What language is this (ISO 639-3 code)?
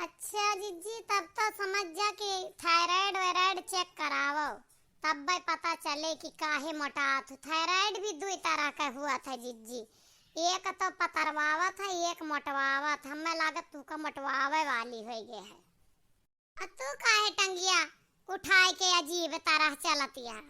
awa